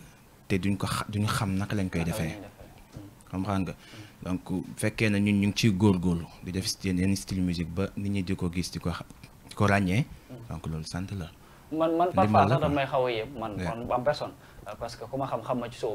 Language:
Wolof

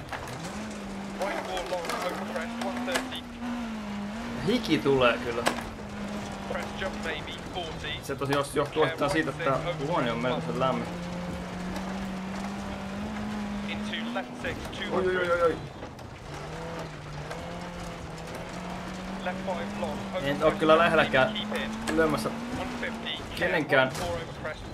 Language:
Finnish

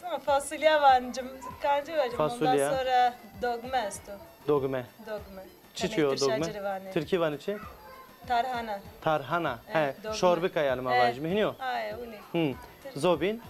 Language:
Zaza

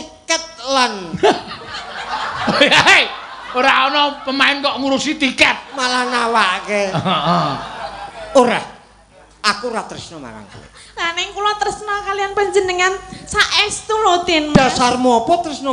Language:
Javanese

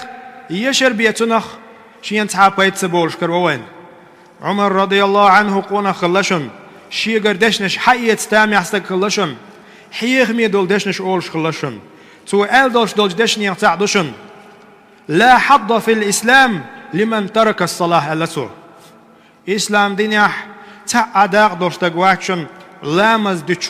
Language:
Chechen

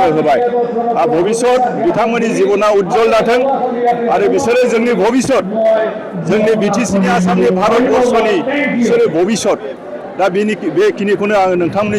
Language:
Bodo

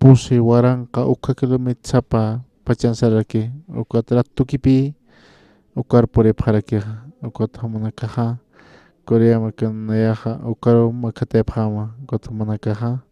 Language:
Aymara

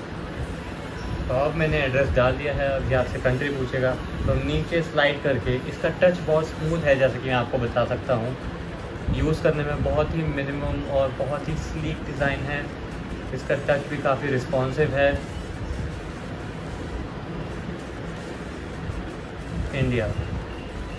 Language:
Hindi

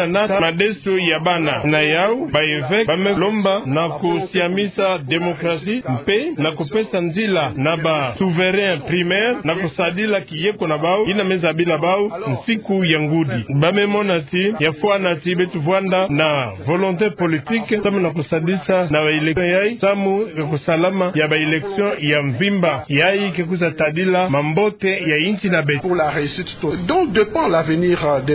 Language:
Kituba (Democratic Republic of Congo)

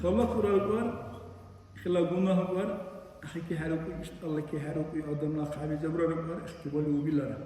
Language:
Dargwa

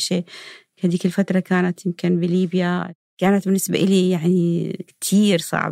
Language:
North Levantine Arabic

